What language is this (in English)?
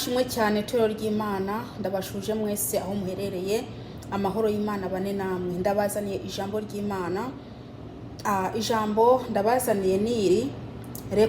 Rundi